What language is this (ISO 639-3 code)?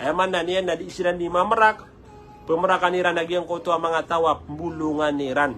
mrw